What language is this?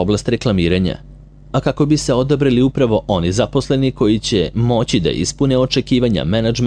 Serbian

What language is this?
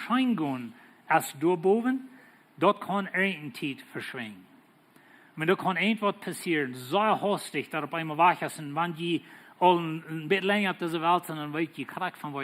Plautdietsch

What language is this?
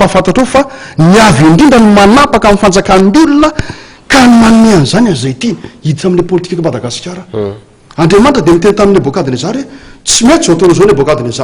Malagasy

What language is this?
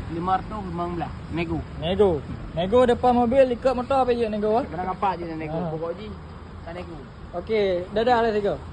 Achinese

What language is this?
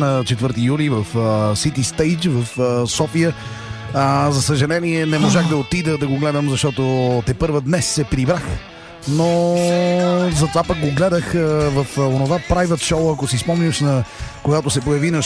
Bulgarian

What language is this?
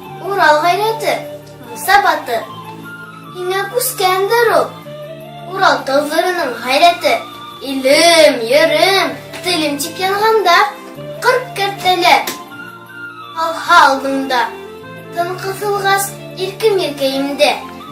Bashkir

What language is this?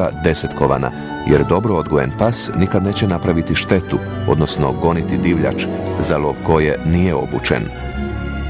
Croatian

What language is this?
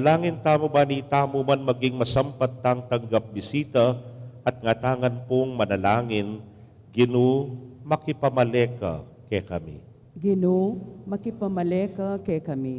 Pampanga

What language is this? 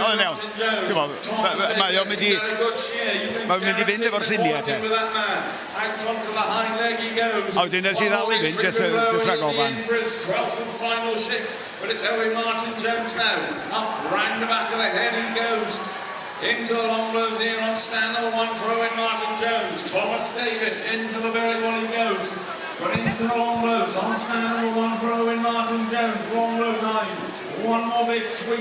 Welsh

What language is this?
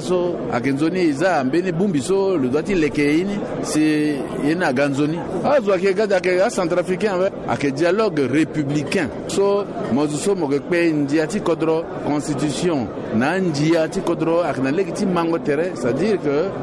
Sango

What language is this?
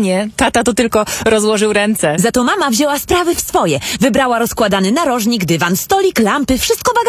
Polish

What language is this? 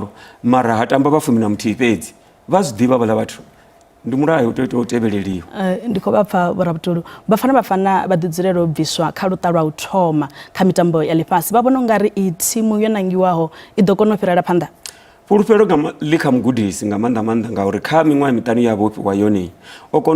Venda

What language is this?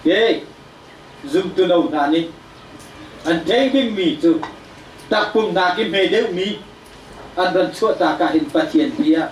Hakha Chin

